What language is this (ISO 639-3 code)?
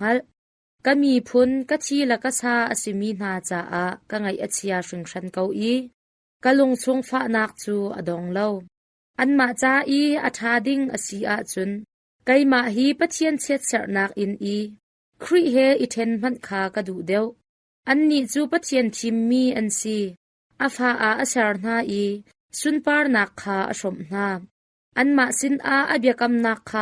cnh